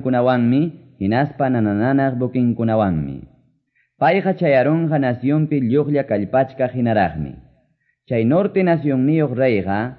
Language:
Quechua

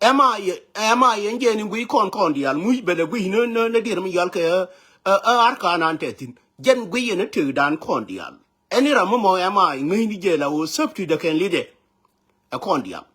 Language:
Nuer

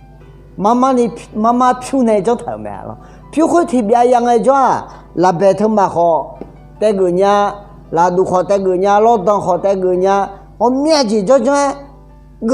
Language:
Akha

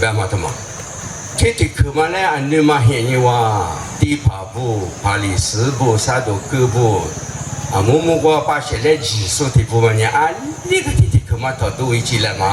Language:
Lisu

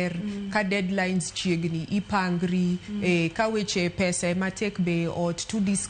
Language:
Luo (Kenya and Tanzania)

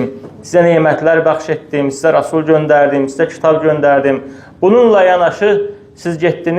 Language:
Azerbaijani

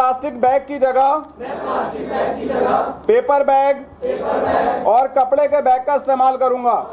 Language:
Hindi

